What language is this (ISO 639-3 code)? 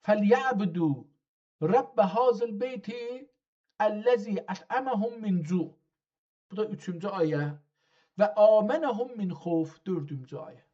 azb